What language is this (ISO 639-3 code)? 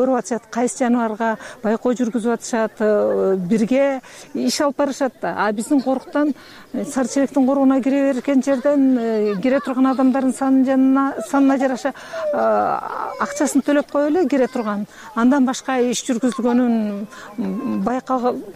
kir